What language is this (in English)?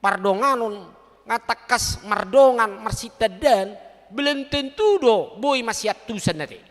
Batak Toba